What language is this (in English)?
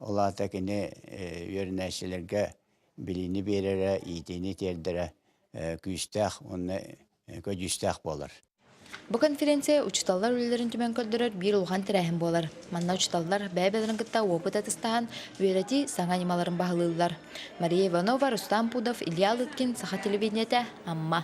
Yakut